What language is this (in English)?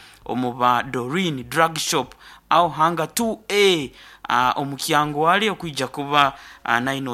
Nyoro